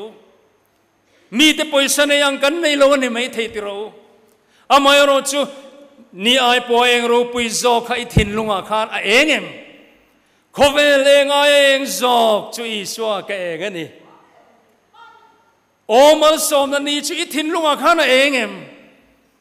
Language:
Mizo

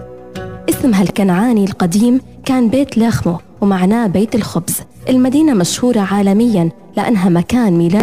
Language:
Arabic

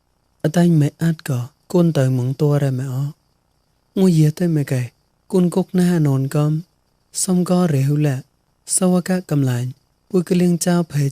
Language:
Mon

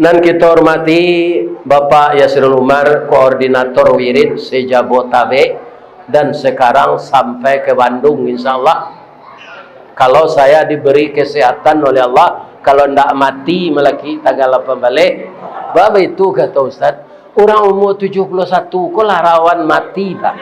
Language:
Minangkabau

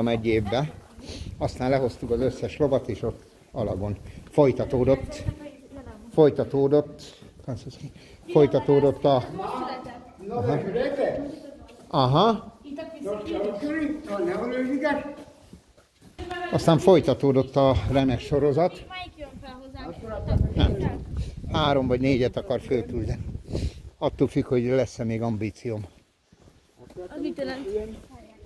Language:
Hungarian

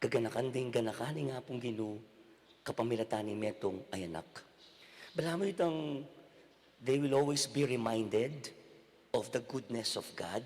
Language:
Pampanga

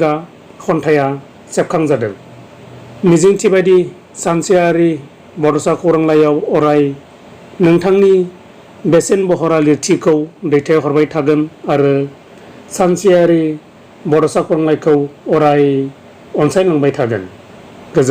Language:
Bodo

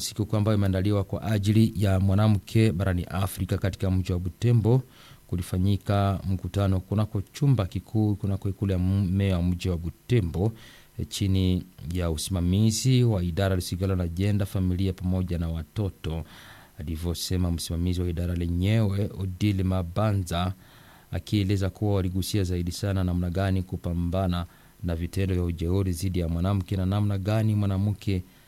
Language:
Swahili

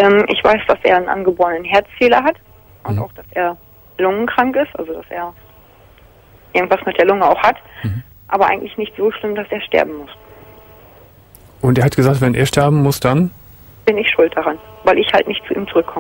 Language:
German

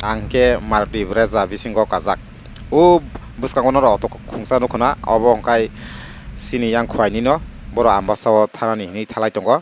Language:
Kok Borok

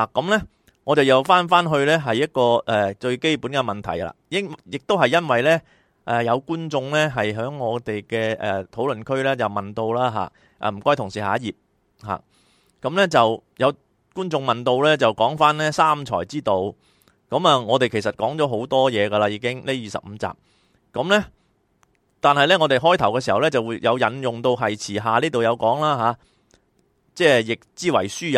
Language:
Cantonese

